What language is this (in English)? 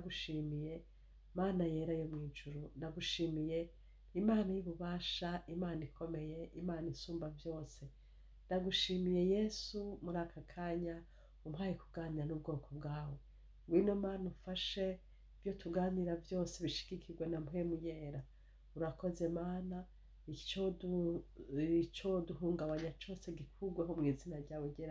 Rundi